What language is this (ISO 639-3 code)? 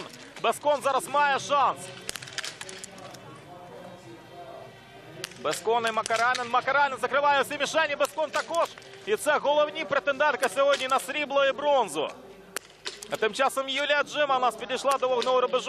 ukr